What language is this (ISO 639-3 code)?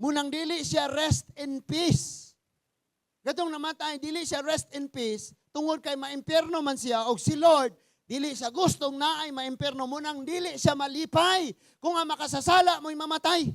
ceb